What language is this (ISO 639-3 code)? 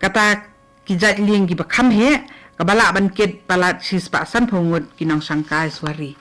kha